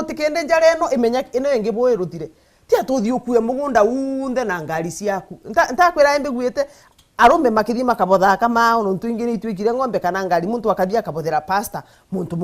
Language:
Meru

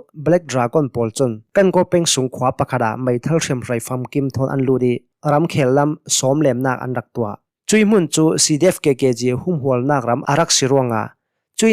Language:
Hakha Chin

